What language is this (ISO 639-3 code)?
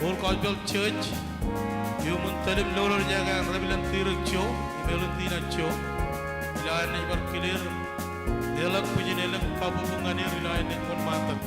mah